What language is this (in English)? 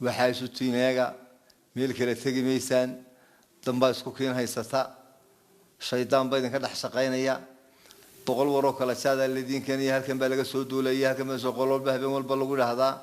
Somali